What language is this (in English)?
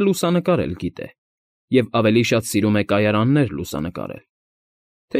Armenian